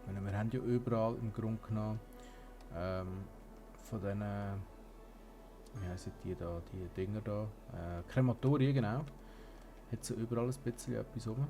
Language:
Swiss German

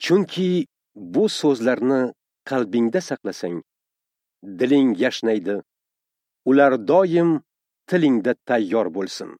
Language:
Uzbek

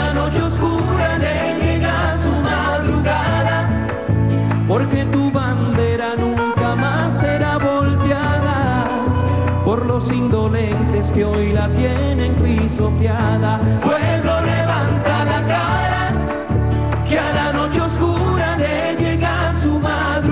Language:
Spanish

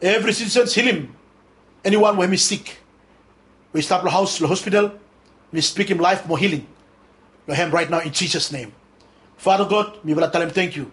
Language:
Bislama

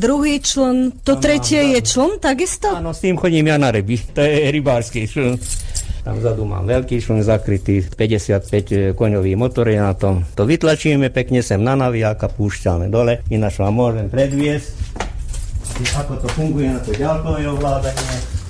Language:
Slovak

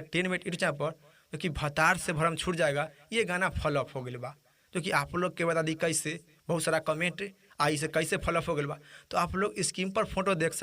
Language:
Bhojpuri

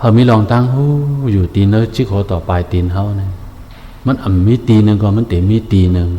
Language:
Shan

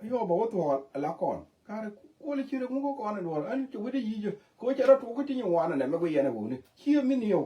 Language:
Nuer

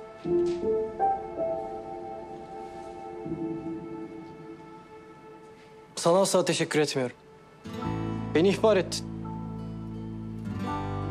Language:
Turkish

